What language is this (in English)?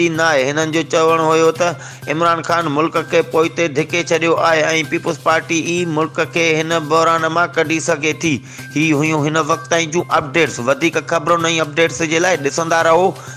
Sindhi